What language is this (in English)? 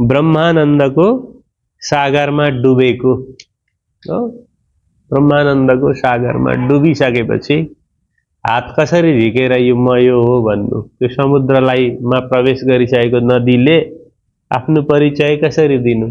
Nepali